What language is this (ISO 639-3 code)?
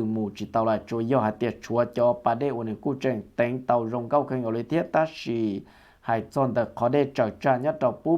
hmn